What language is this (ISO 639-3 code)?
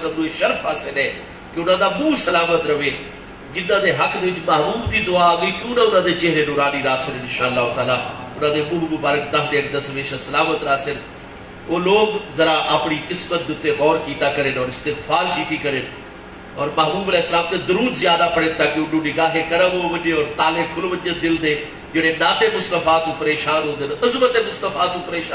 skr